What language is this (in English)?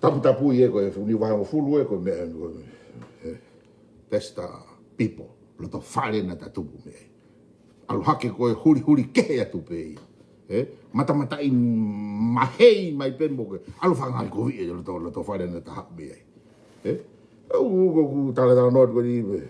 Tongan